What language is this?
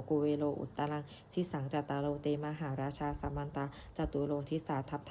Pali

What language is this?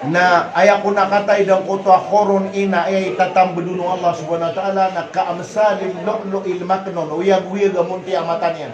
Maranao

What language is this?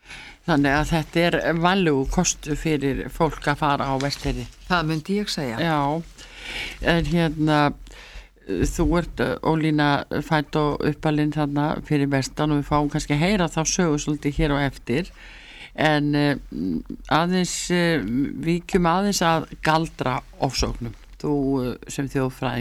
Icelandic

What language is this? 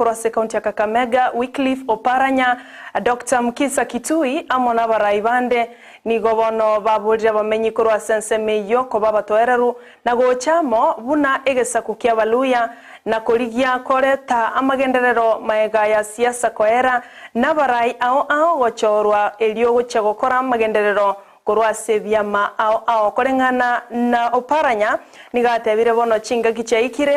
Gusii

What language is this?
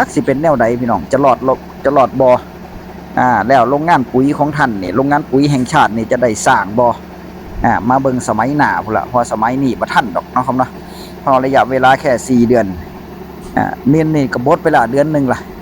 Northeastern Thai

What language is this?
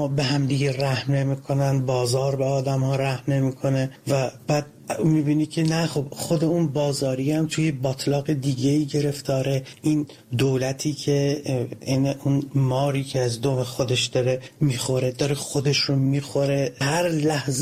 Persian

